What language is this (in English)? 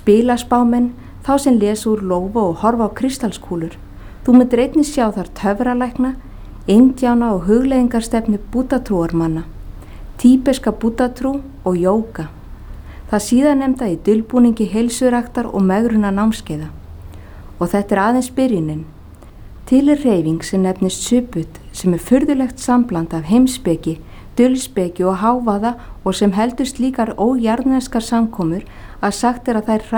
Icelandic